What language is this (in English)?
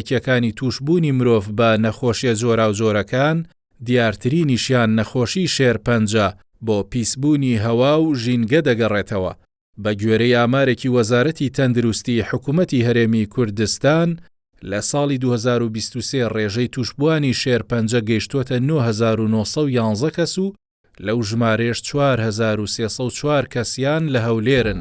Central Kurdish